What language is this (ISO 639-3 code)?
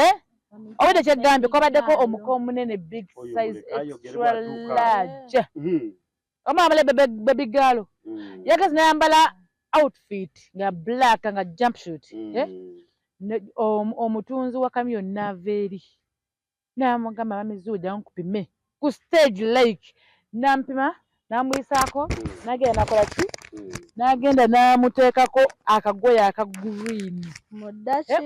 lug